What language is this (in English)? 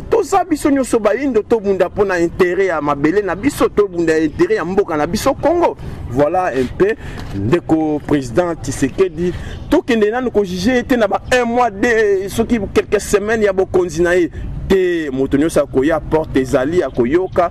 Lingala